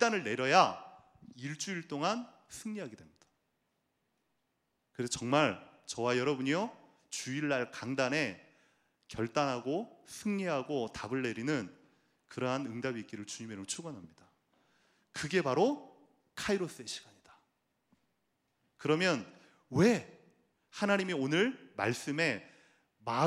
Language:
Korean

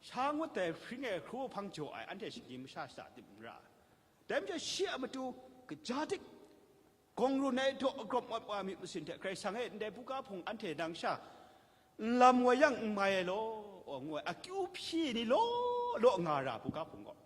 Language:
Kachin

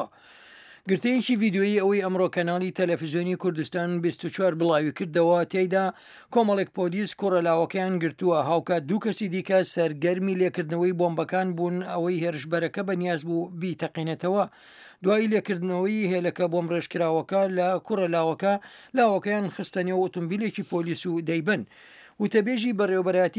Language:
Central Kurdish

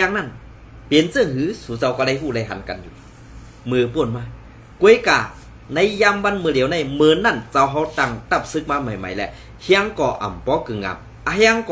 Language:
Shan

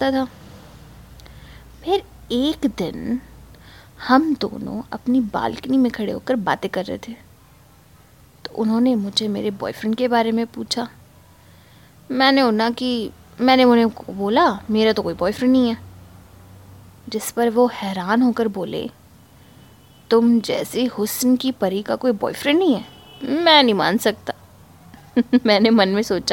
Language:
Hindi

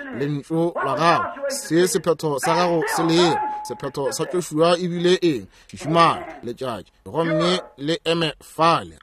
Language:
Northern Sotho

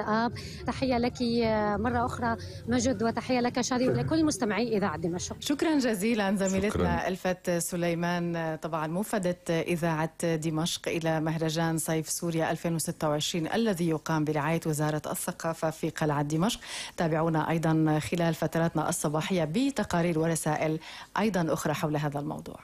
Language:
North Levantine Arabic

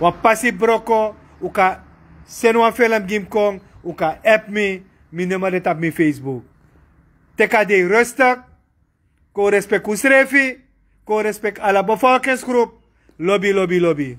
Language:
Sranan Tongo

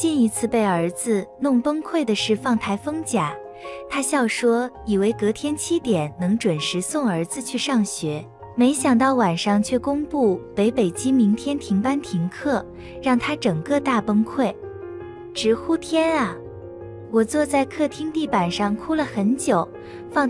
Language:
Chinese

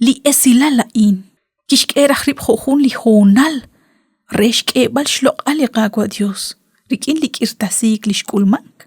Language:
Kekchí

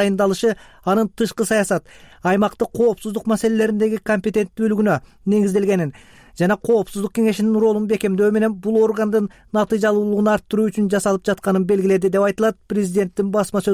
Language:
Kyrgyz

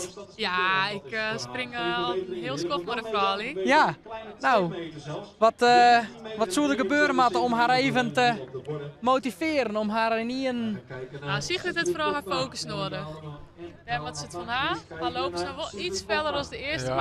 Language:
Western Frisian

